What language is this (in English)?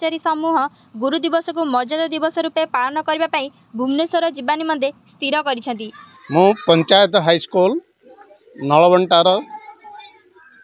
Odia